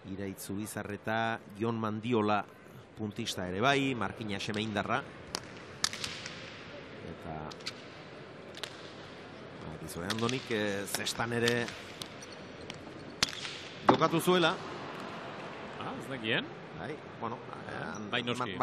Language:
Basque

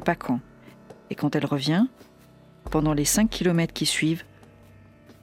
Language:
French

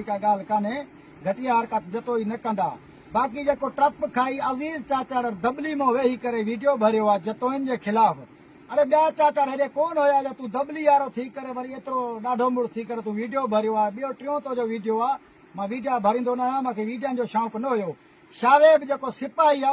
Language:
Sindhi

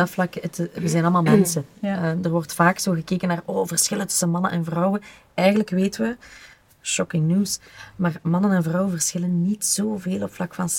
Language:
Dutch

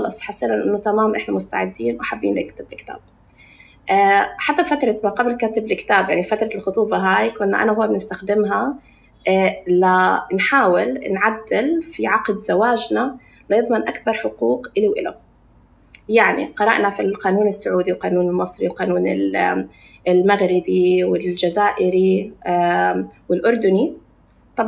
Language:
North Levantine Arabic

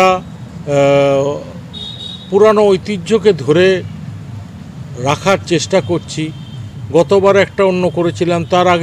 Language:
Bangla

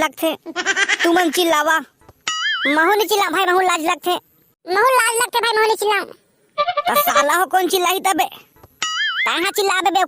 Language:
Chhattisgarhi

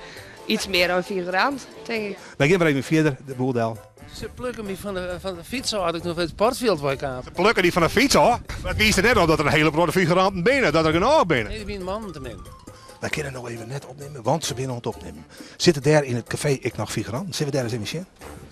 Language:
Western Frisian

